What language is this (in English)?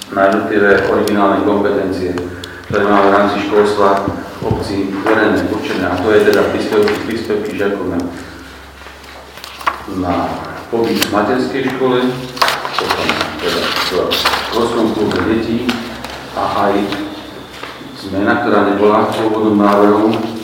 Slovak